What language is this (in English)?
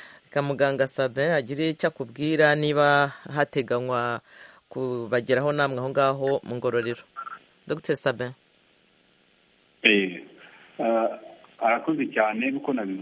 Kinyarwanda